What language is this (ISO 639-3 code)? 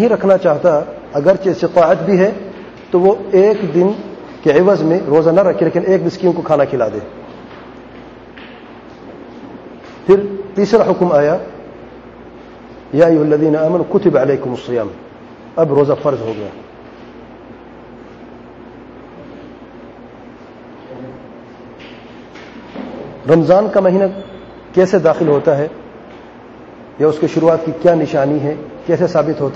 urd